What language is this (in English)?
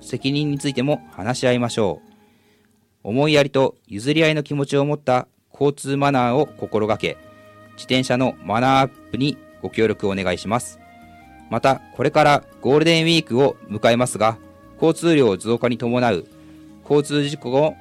Japanese